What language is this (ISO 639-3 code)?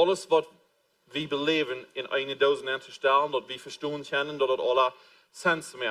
pdt